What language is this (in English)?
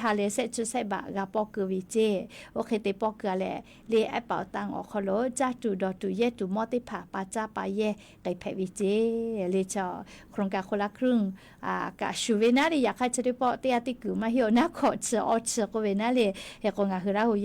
Lahu